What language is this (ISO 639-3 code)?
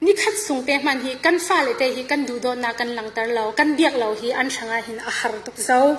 cfm